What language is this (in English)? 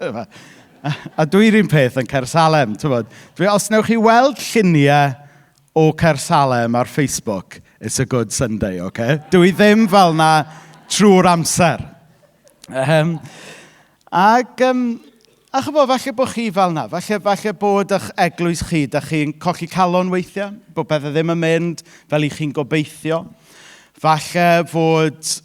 Welsh